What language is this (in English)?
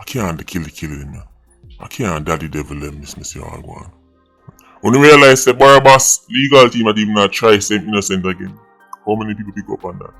Jamaican Creole English